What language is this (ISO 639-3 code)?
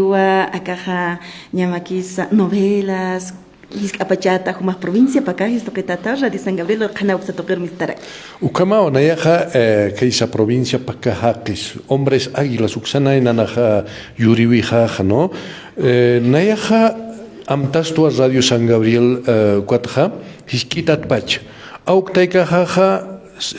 aym